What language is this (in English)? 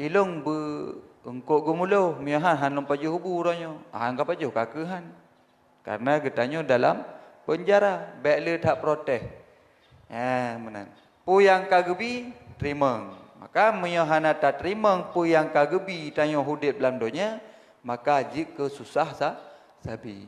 Achinese